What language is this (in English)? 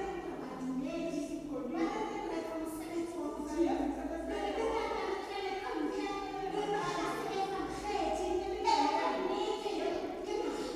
Tswana